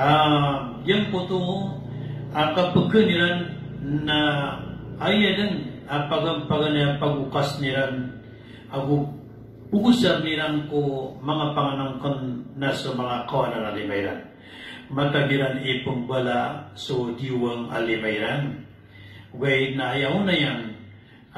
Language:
Maranao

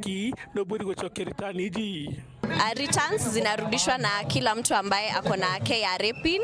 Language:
Meru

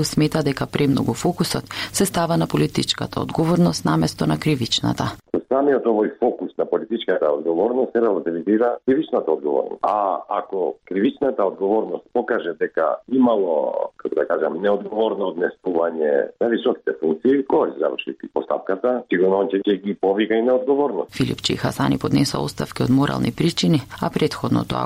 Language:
Macedonian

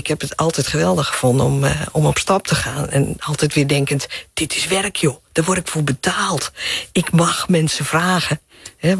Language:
Dutch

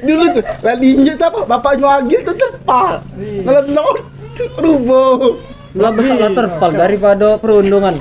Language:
Musi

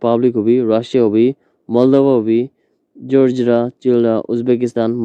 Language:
Naga Pidgin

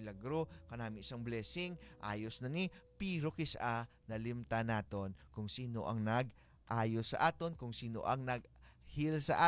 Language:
Hiligaynon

